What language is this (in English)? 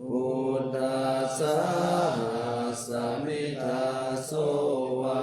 Pali